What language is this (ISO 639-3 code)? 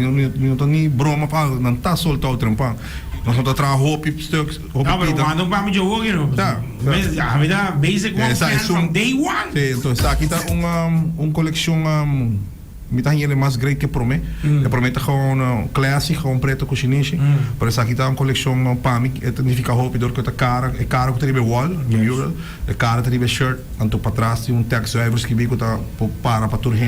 pap